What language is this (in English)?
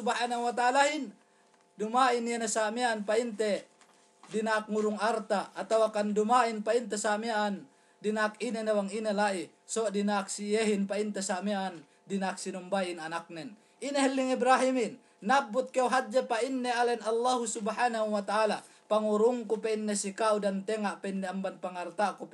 Yakan